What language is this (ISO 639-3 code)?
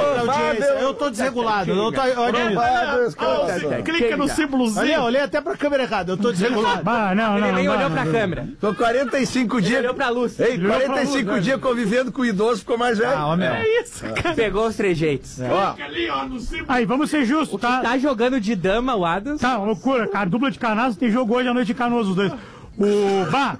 por